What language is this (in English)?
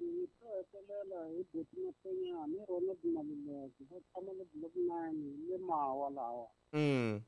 Tsonga